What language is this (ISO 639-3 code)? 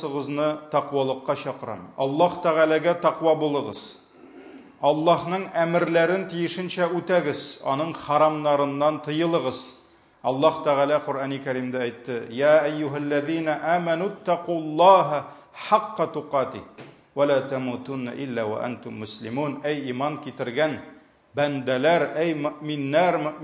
tat